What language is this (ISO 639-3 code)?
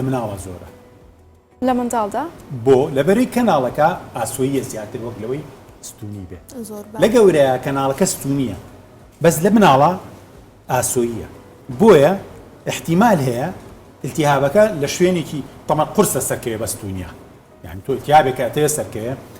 ckb